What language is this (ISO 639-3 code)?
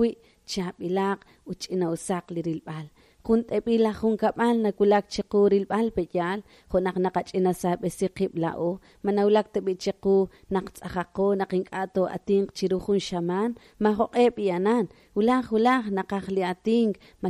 kek